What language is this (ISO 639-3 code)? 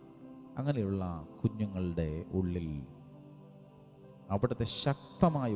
mal